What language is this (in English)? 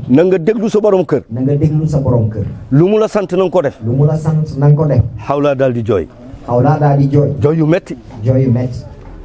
Wolof